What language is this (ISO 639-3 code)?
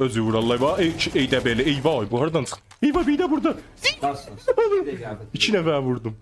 azb